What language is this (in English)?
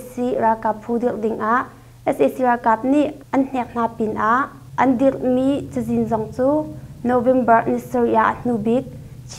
Hakha Chin